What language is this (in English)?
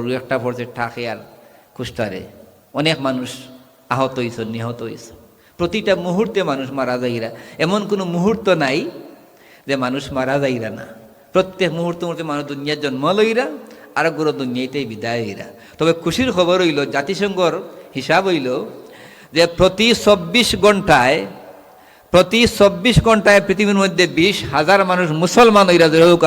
Sylheti